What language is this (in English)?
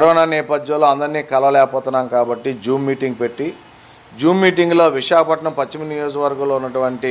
Telugu